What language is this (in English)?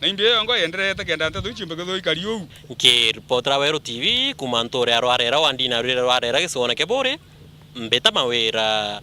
Meru